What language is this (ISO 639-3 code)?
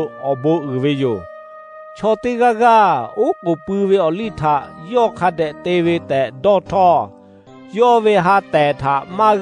lhu